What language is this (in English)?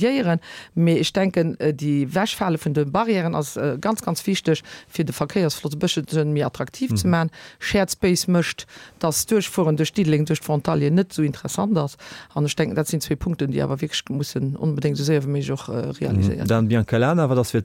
Luxembourgish